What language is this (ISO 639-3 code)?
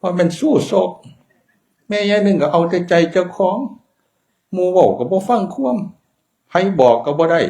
tts